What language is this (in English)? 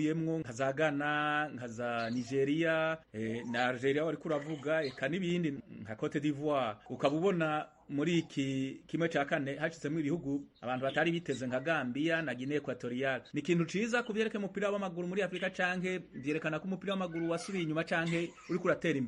Rundi